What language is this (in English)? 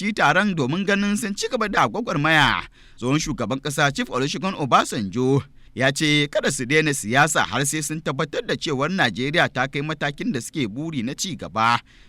Hausa